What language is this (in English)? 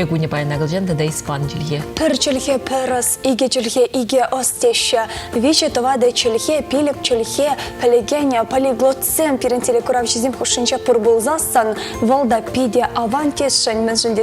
Chuvash